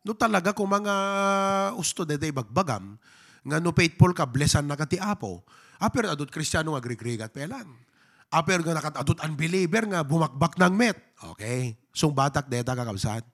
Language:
Iloko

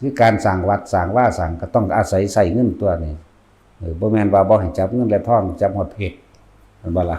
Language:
Northeastern Thai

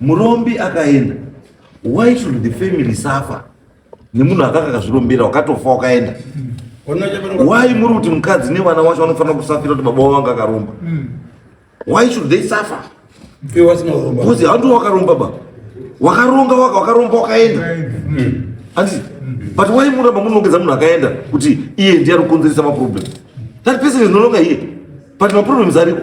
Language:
Shona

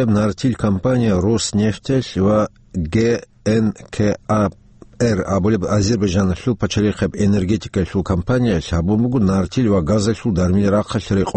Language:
Avaric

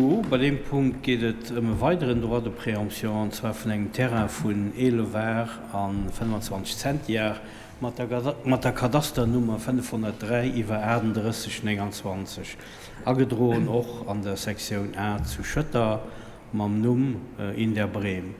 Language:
Luxembourgish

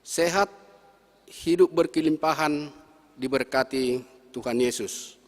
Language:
Batak Simalungun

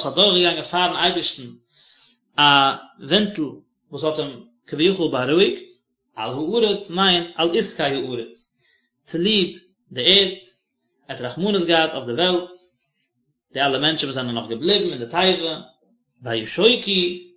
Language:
Yiddish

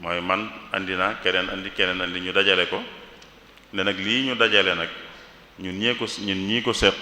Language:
Wolof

